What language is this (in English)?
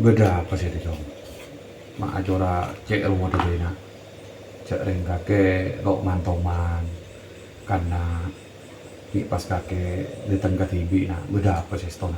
Madurese